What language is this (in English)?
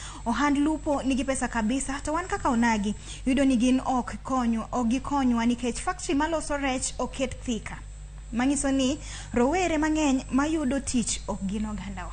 Luo (Kenya and Tanzania)